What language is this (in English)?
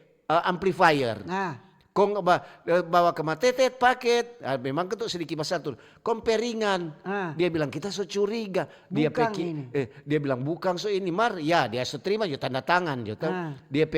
Manado Malay